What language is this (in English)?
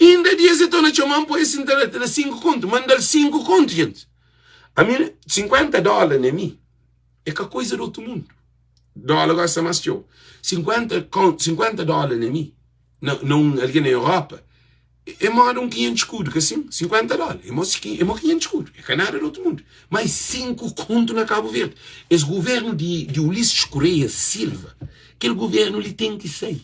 Kabuverdianu